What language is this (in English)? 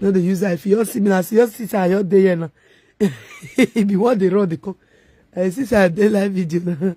Nigerian Pidgin